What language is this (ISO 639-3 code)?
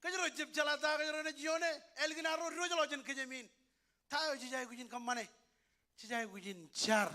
mah